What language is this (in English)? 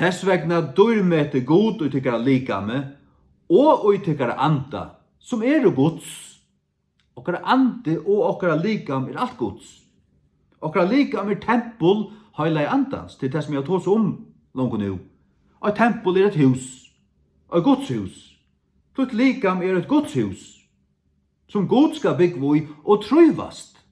Faroese